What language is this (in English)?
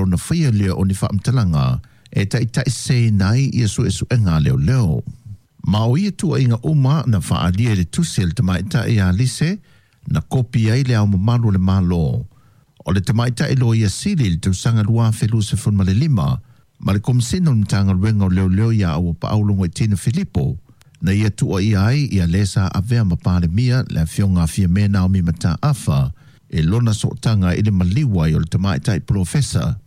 Samoan